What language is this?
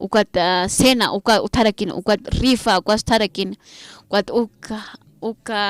Aymara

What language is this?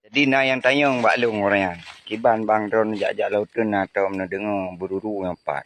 Achinese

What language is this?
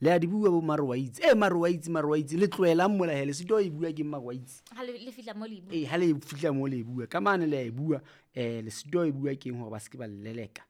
Southern Sotho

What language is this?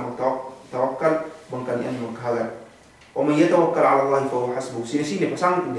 Yakan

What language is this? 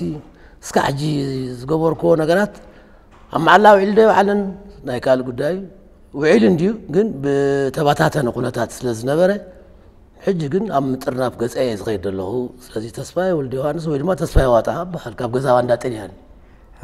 Tigrinya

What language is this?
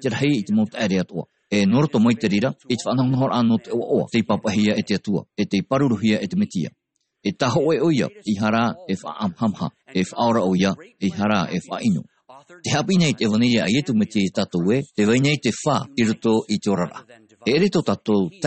Tahitian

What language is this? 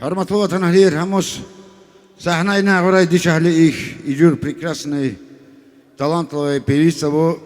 Tabassaran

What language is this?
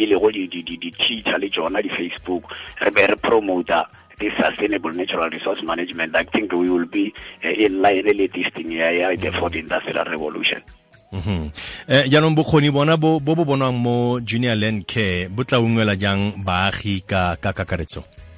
Tswana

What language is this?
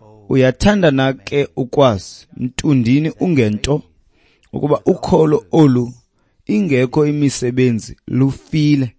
Xhosa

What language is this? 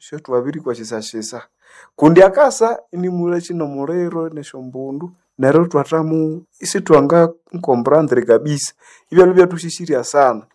Nande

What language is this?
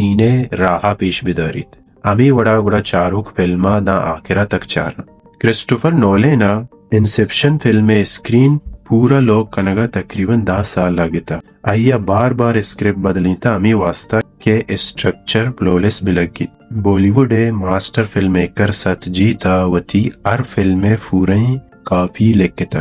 Baluchi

